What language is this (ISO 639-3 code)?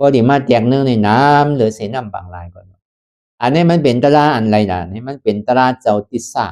shn